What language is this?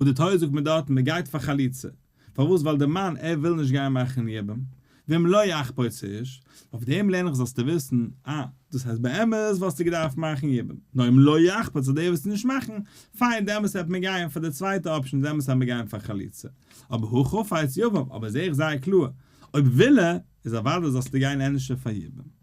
Yiddish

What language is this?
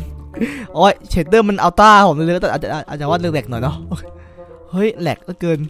Thai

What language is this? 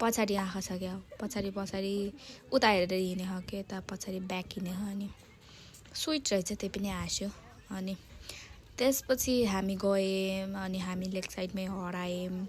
Nepali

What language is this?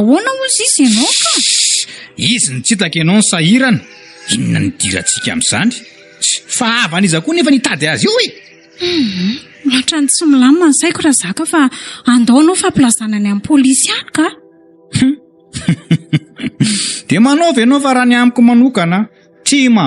Malagasy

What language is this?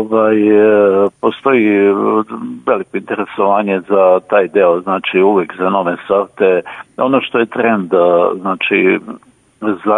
Serbian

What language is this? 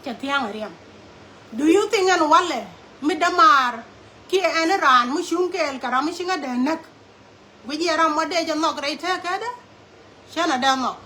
Nuer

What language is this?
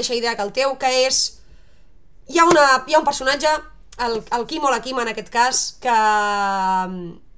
Catalan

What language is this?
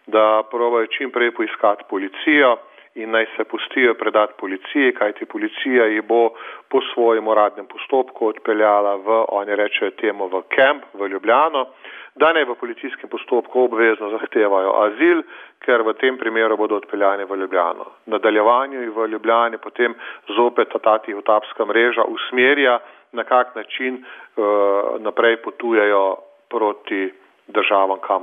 Slovenian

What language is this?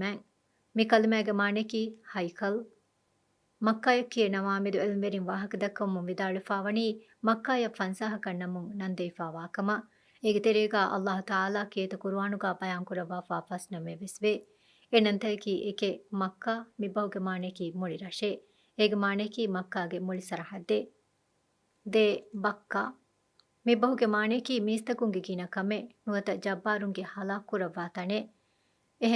Divehi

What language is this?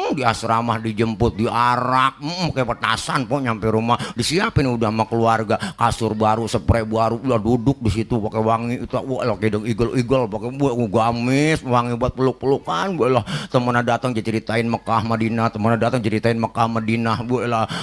Betawi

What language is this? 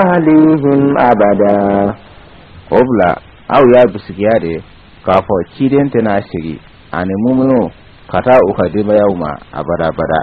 Bambara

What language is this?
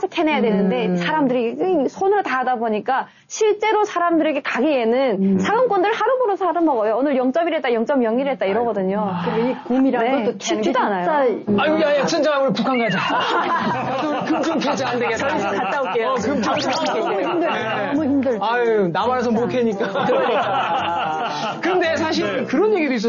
Korean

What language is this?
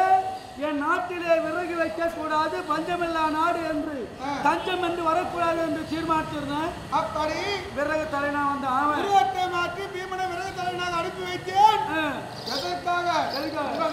Tamil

